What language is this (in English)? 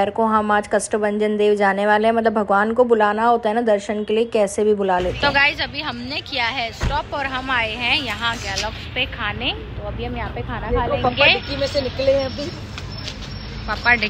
Hindi